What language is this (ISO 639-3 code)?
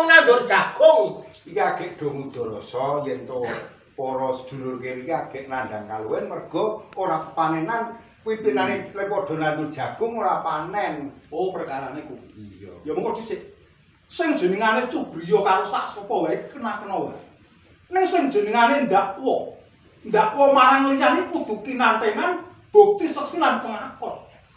jav